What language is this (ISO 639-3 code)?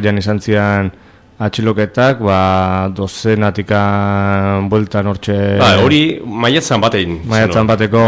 eus